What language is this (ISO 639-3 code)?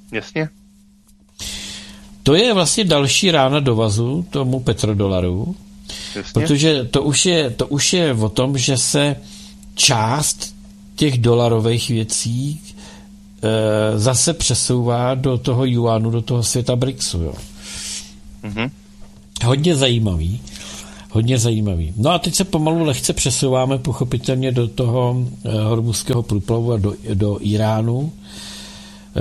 ces